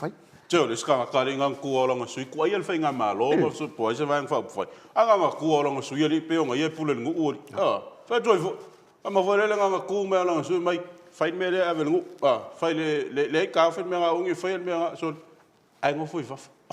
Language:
Samoan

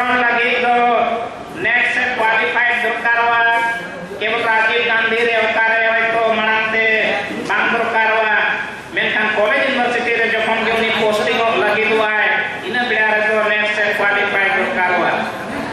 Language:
Santali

